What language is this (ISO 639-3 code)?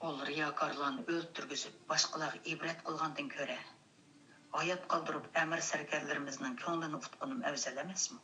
uig